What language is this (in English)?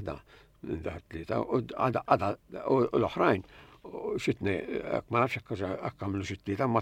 Maltese